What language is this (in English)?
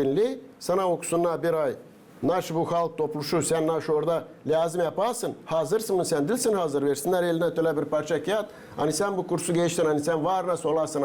Gagauz